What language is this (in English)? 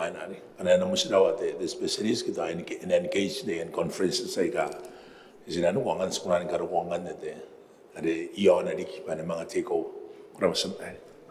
Gilbertese